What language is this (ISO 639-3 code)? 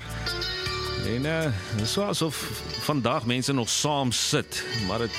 afr